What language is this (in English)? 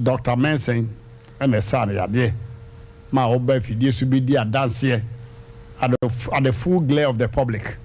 Akan